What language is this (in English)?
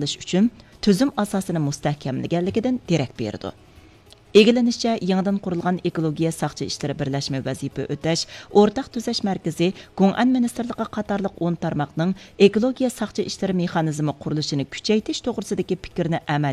Uyghur